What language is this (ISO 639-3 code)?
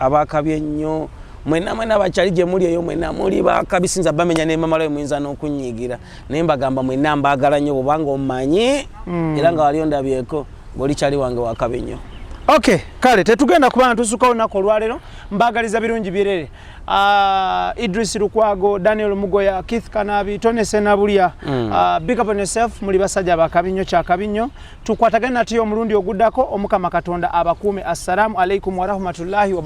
lug